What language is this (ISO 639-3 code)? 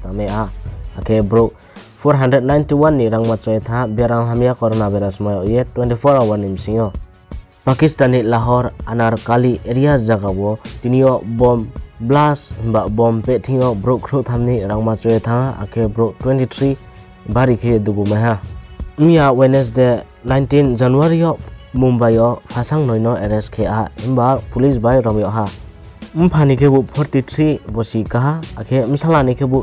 ria